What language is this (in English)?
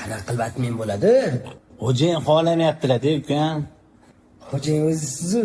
Uzbek